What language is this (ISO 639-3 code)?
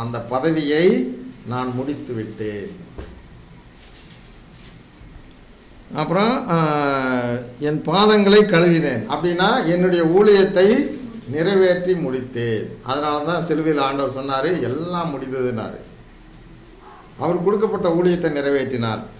tam